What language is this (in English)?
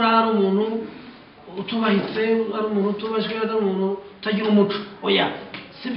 Kinyarwanda